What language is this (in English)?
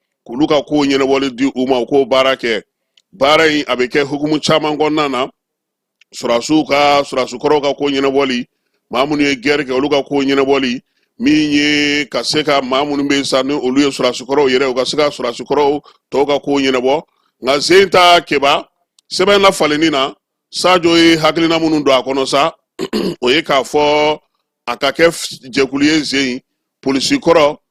Bambara